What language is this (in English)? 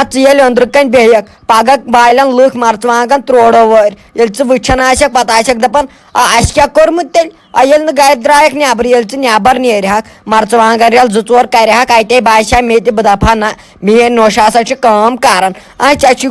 Kashmiri